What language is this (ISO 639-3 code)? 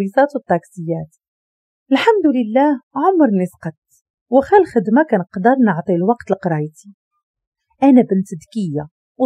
ary